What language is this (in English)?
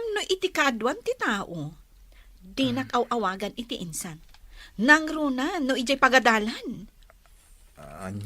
Iloko